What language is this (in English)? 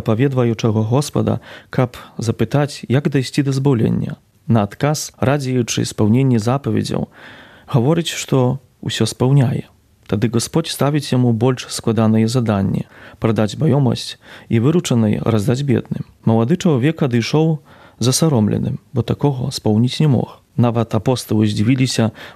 Belarusian